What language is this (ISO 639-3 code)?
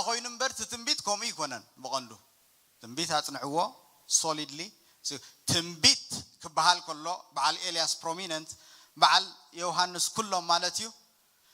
tir